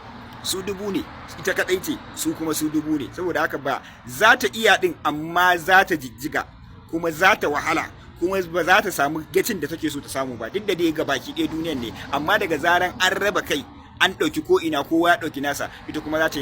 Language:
Hausa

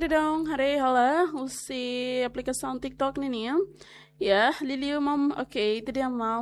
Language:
Tetum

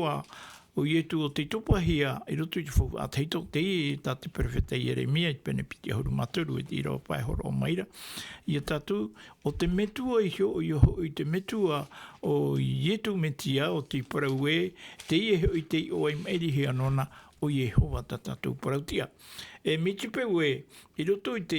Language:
Tahitian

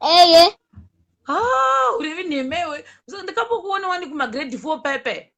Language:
Shona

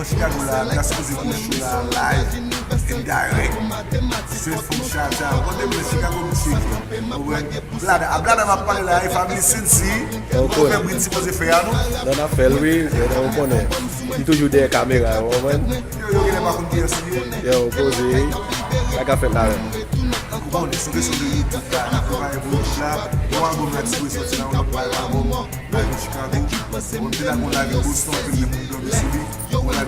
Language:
Haitian Creole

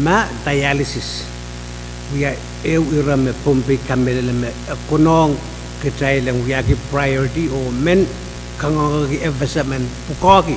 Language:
Pohnpeian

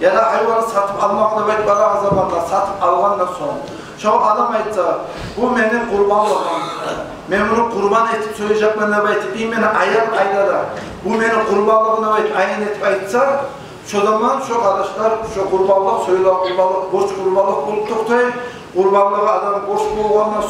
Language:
Kumyk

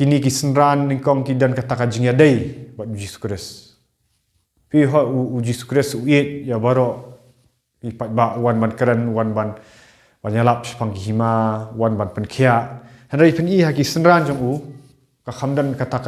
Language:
Khasi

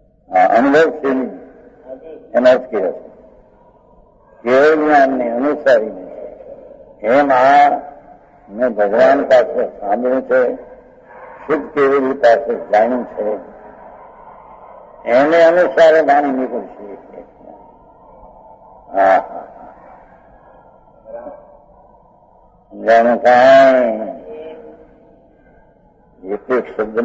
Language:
Gujarati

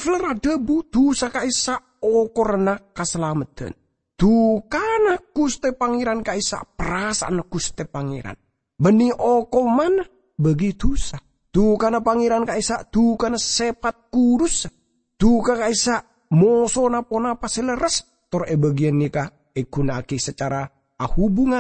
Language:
Madurese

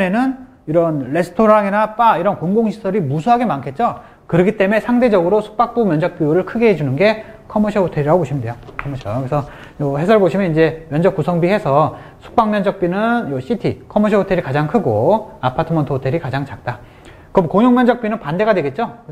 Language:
Korean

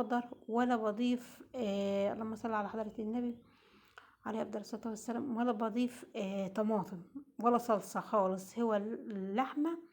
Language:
Egyptian Arabic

